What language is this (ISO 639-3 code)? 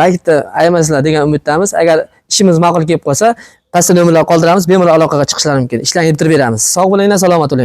uzb